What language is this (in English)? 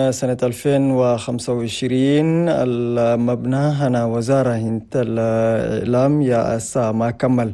Chadian Arabic